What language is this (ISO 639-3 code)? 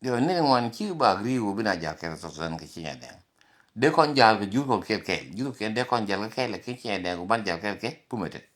nus